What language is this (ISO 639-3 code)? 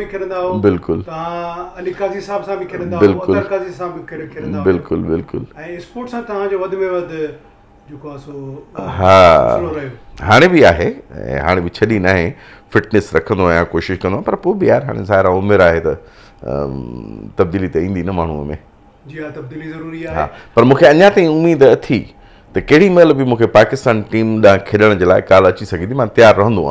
snd